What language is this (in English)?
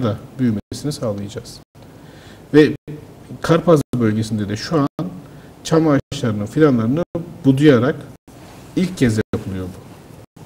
Turkish